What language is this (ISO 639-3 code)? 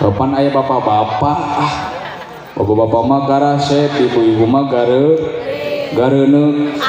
sun